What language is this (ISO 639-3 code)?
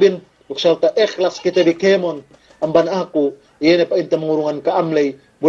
yka